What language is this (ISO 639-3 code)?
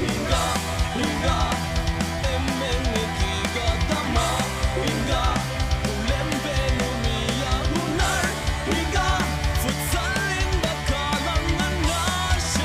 div